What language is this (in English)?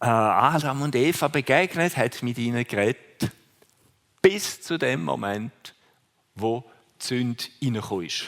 Swiss German